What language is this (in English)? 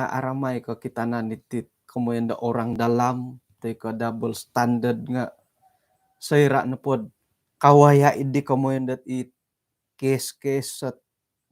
Central Dusun